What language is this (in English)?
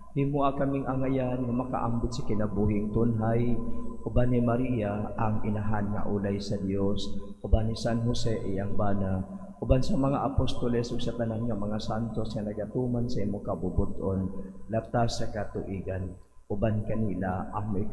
Cebuano